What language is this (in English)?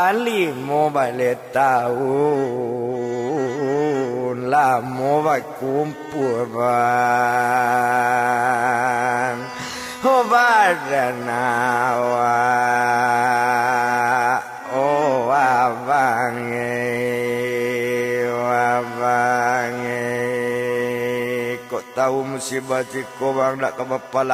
Minangkabau